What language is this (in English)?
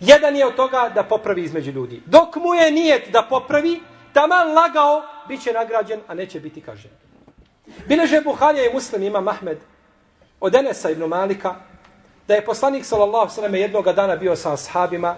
Bosnian